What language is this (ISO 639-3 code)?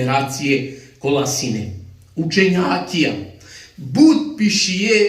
rmn